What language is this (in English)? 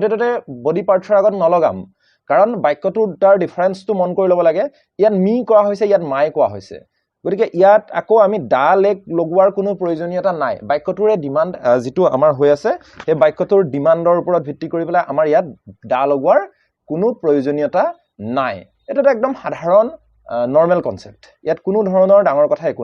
Assamese